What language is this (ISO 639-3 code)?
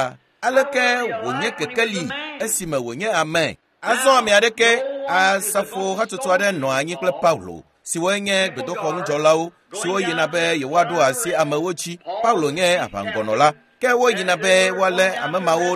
ewe